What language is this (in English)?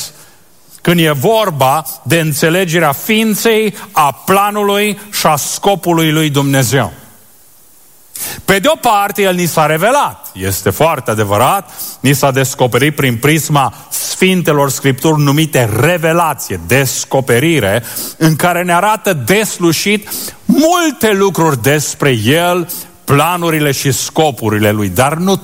Romanian